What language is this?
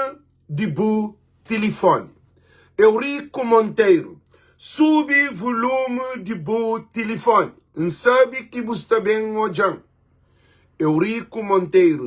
Kabuverdianu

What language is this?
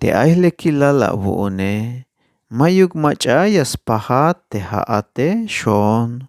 Tzeltal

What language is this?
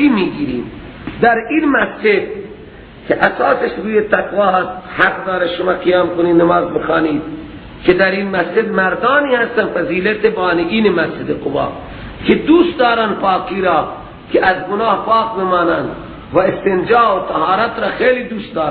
Persian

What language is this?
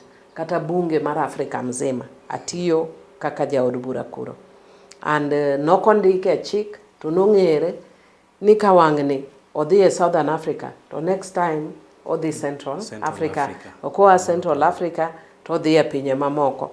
Luo (Kenya and Tanzania)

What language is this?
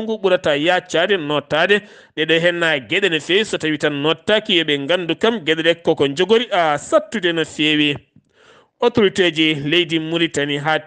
Fula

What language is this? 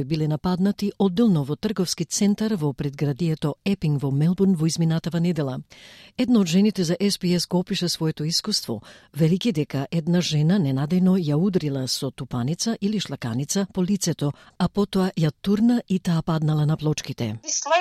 Macedonian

